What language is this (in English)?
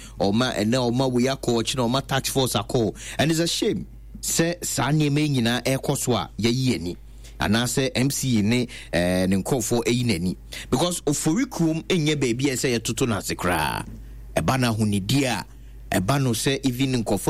Akan